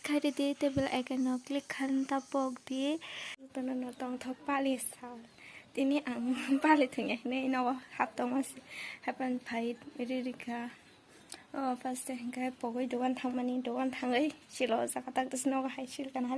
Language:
Kok Borok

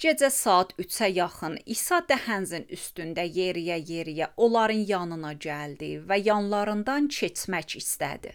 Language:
Azerbaijani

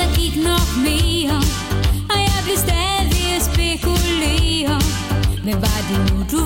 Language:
Danish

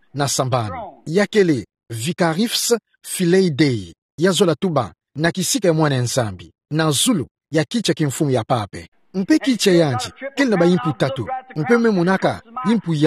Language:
Kituba (Democratic Republic of Congo)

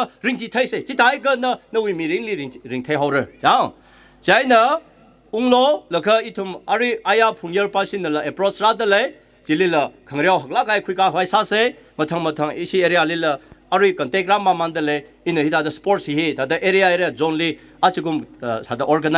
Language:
Tangkhul Naga (India)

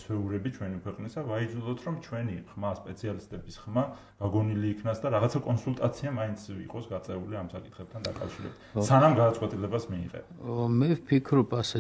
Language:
Georgian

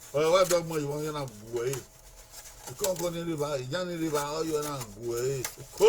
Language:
Bini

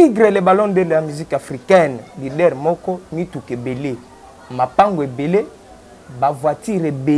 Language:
Lingala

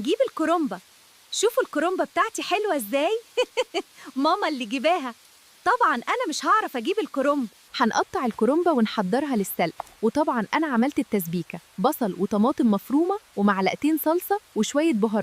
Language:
Egyptian Arabic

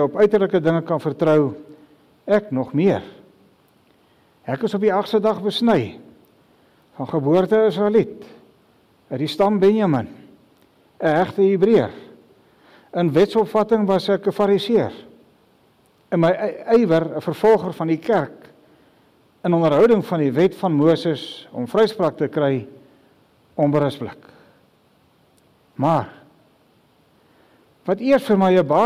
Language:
Afrikaans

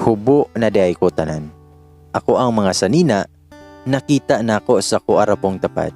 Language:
Cebuano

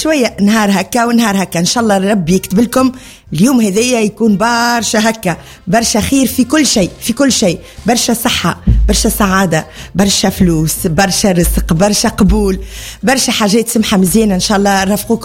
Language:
Tunisian Arabic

